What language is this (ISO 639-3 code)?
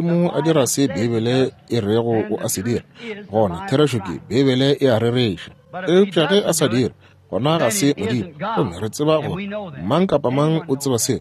nso